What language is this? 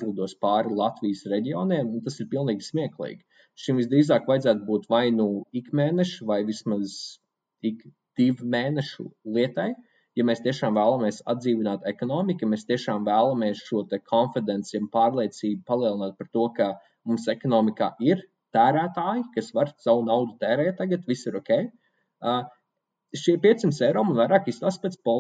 Latvian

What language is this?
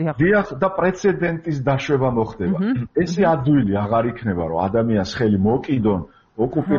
Georgian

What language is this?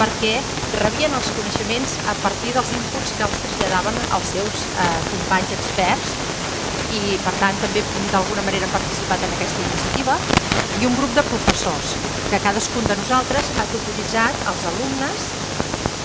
Catalan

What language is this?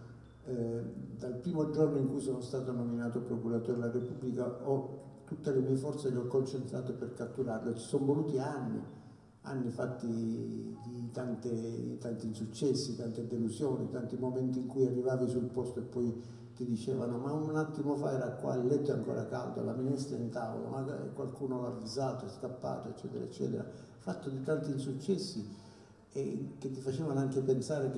Italian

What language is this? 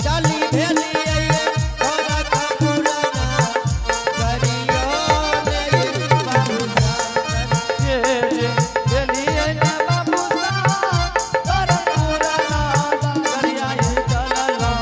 Angika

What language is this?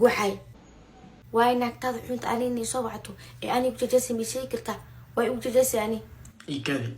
Somali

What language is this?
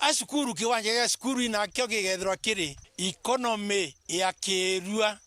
Meru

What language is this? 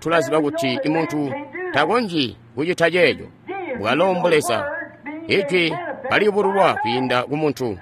Tonga (Zambia)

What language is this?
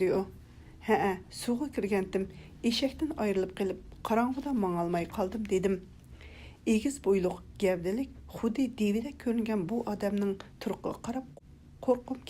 Uyghur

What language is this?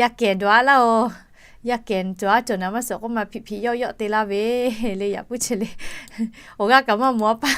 Lahu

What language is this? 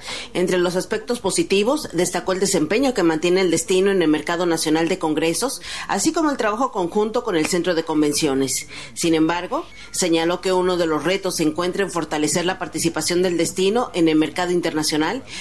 Spanish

